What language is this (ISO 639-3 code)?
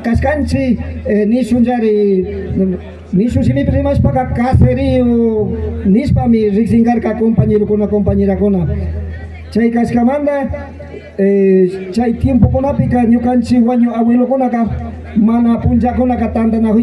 qvi